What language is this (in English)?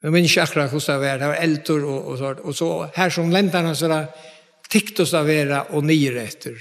Faroese